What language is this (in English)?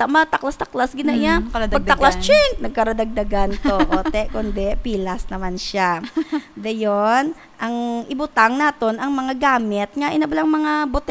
Hiligaynon